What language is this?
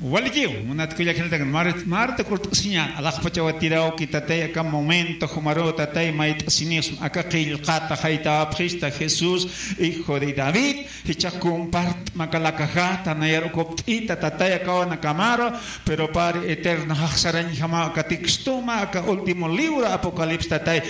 Aymara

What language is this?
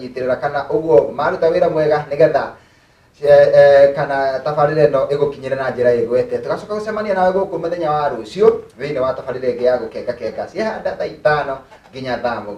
Kikuyu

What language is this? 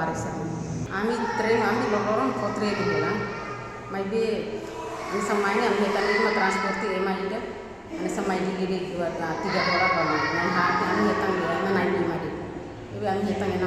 Tetum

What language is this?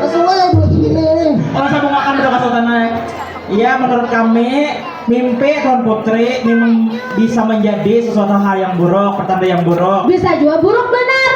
Banjar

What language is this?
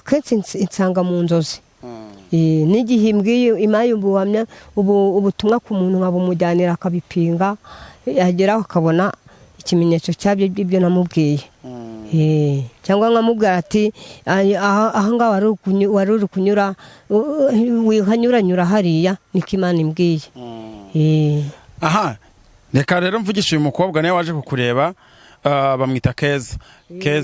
Kinyarwanda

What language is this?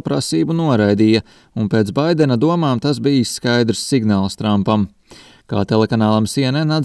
Latvian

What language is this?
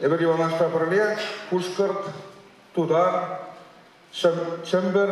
Chuvash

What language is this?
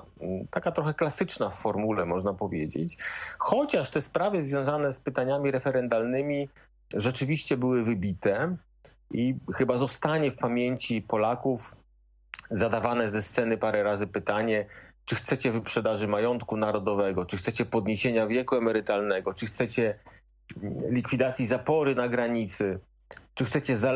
Polish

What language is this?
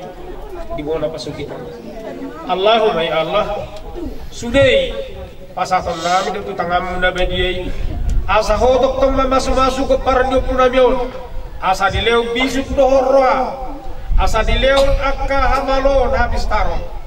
Batak Toba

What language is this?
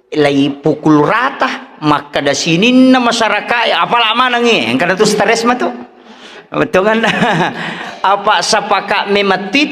Buginese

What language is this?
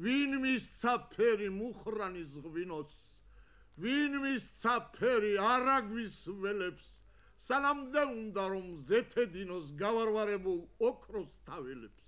Georgian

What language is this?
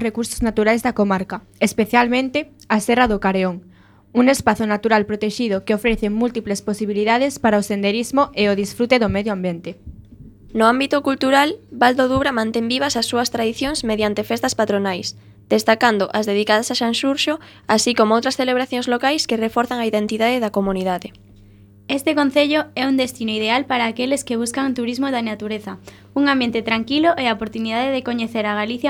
Galician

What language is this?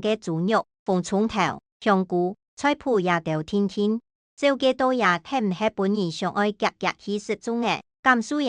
Hakka Chinese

